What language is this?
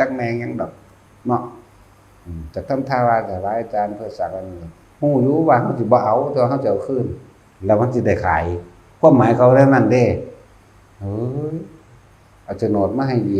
Northeastern Thai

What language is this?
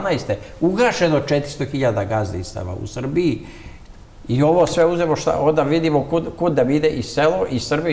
Serbian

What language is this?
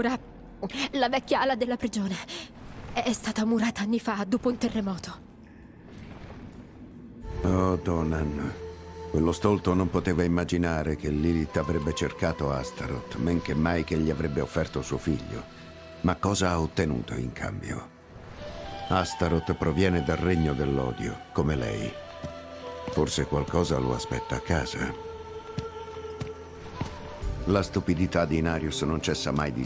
Italian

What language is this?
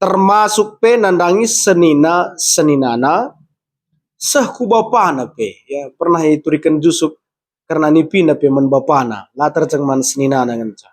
Batak Karo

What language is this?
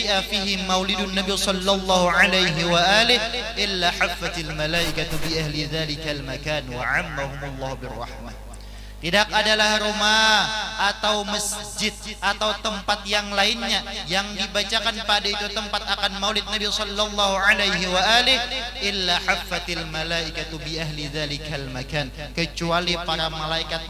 Banjar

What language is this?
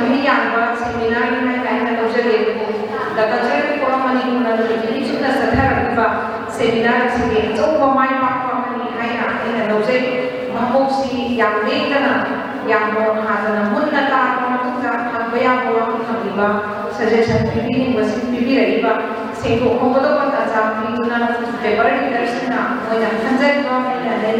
Manipuri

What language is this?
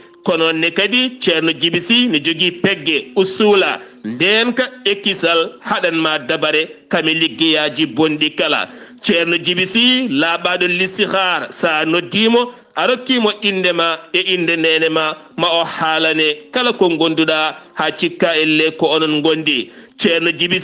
Fula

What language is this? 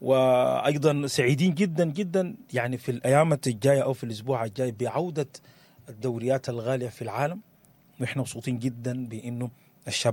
Sudanese Arabic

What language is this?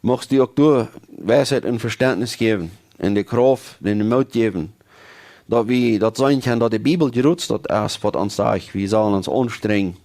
Plautdietsch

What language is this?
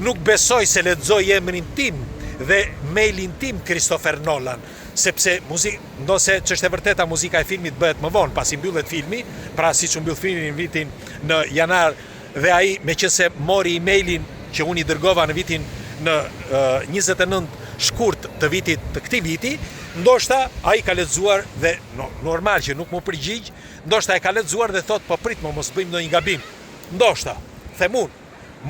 Albanian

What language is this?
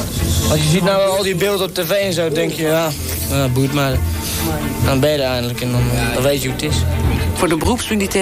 Dutch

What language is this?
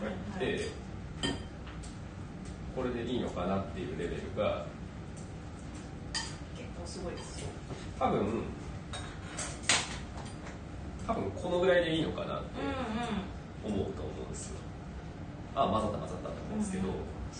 Japanese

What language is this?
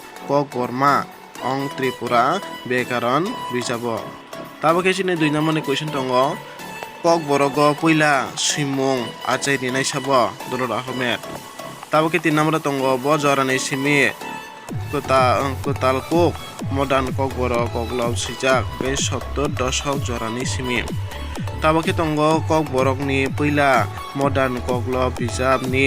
Kok Borok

